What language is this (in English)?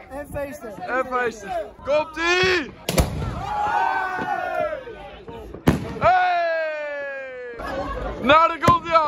Dutch